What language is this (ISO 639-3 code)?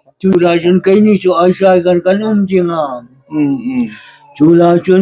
hmr